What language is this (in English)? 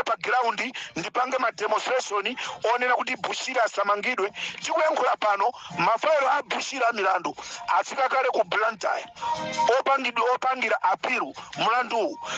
Nyanja